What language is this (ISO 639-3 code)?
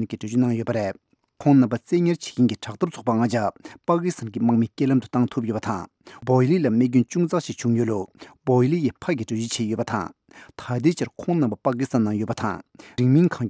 bod